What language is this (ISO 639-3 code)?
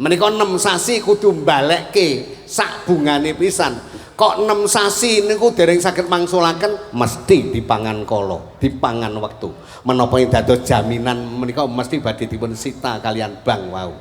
jav